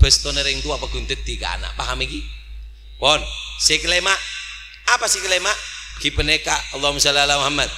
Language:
Madurese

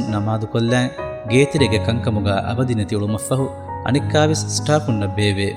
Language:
Divehi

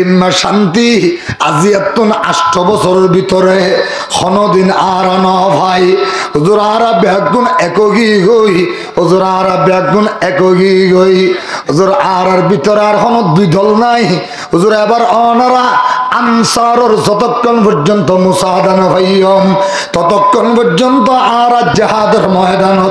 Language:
Rohingya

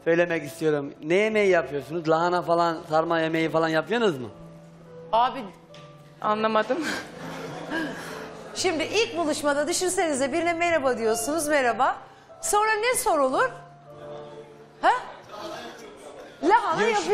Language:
Turkish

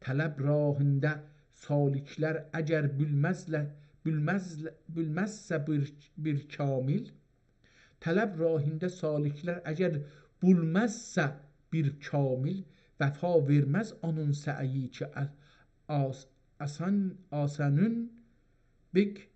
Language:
South Azerbaijani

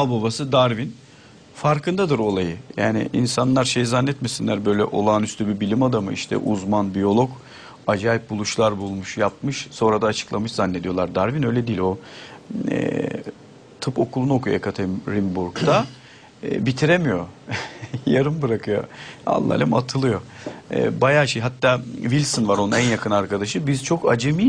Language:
Turkish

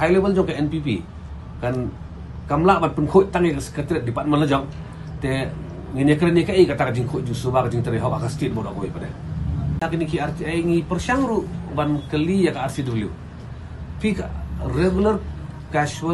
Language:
Khasi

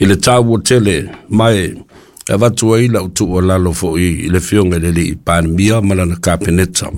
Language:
Samoan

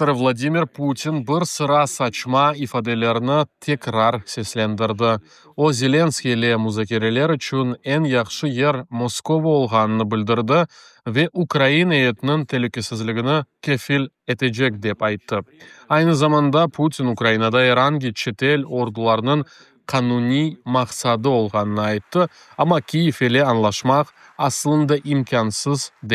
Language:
Crimean Tatar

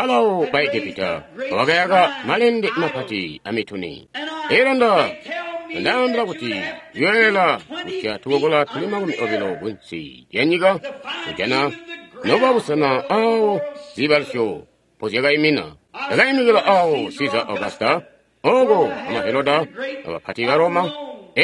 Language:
Tonga (Zambia)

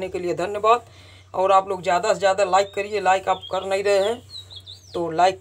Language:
Hindi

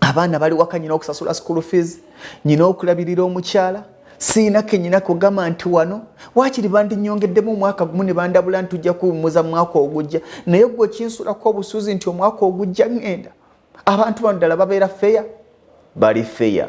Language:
Ganda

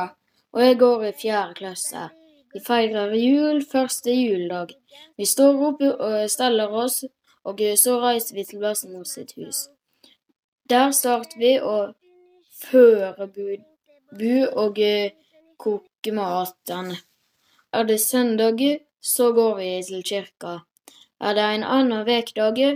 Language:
Norwegian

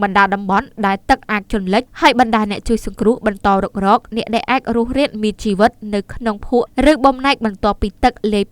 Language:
Khmer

